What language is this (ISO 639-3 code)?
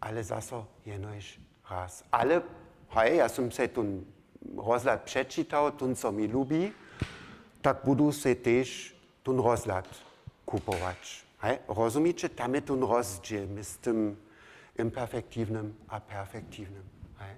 hsb